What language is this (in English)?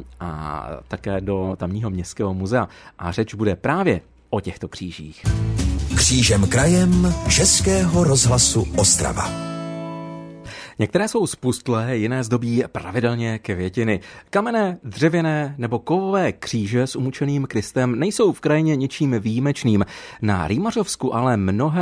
Czech